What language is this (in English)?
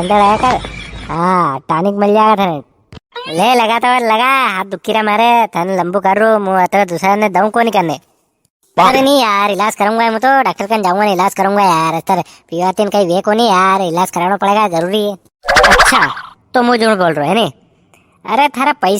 Rajasthani